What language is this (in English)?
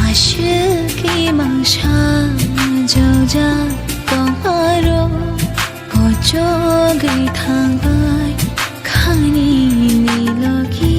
Kok Borok